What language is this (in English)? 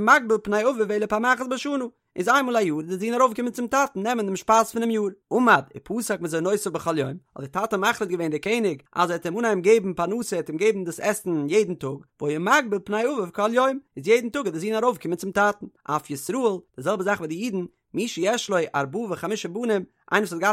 Yiddish